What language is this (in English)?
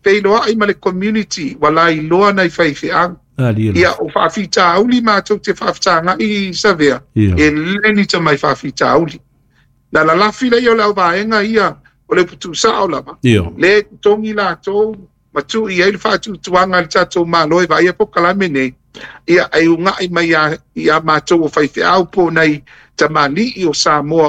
Samoan